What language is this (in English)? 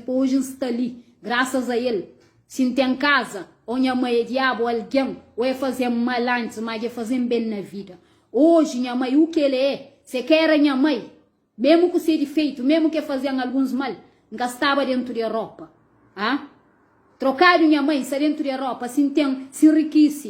Kabuverdianu